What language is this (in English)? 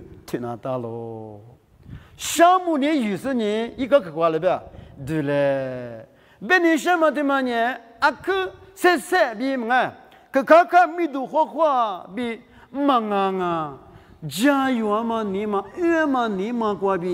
Lisu